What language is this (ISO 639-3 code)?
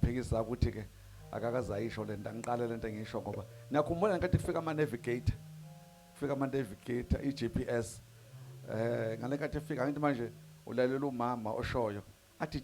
zul